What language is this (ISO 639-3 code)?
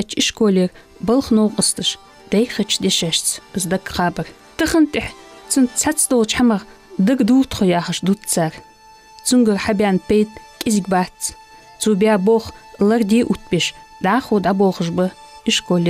inh